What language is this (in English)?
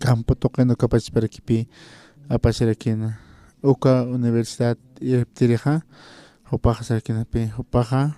Aymara